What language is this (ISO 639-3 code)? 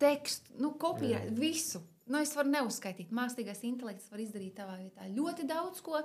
lav